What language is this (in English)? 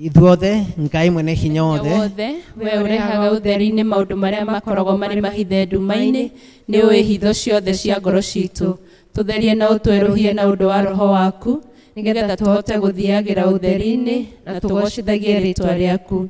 Kikuyu